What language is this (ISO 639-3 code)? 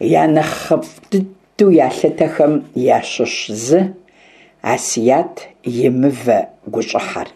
kbd